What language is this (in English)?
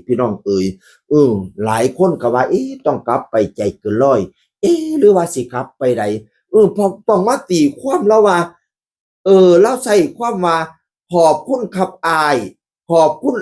Northeastern Thai